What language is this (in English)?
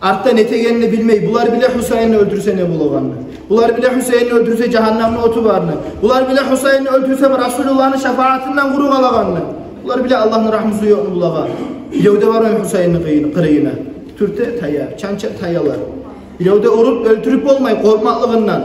Kumyk